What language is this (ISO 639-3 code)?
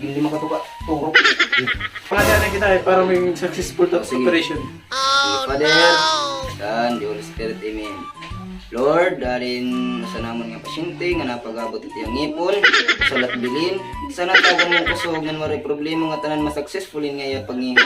war